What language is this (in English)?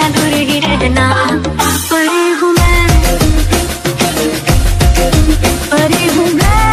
Hindi